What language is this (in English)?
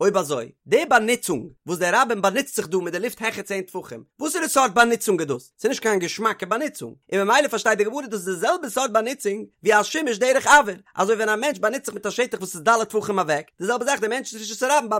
Yiddish